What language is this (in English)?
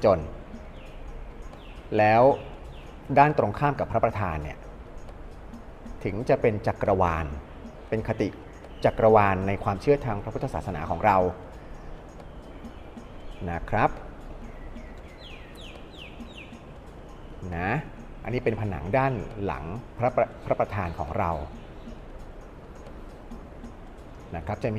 Thai